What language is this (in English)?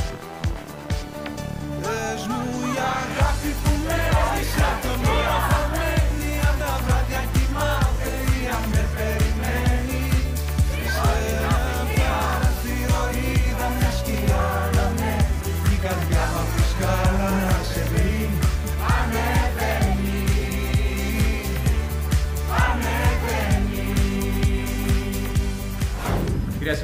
Greek